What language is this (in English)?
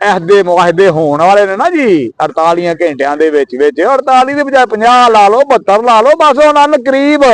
Western Panjabi